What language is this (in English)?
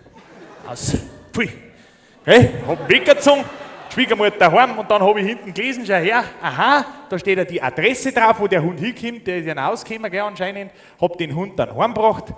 Bavarian